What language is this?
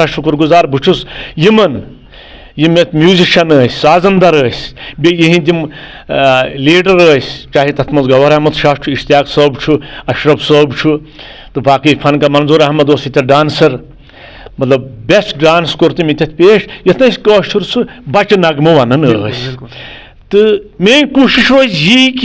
Kashmiri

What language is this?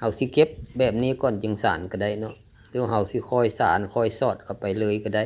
Lao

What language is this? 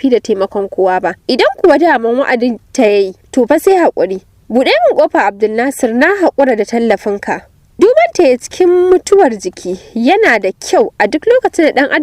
Hausa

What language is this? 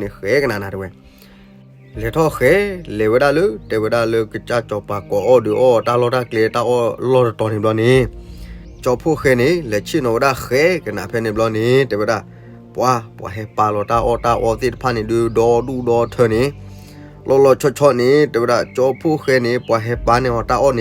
S'gaw Karen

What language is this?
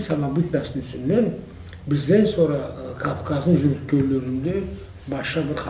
Karachay-Balkar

